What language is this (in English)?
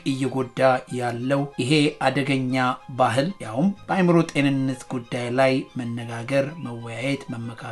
Amharic